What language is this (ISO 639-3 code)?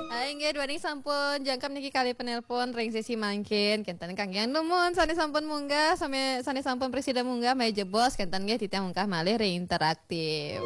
ban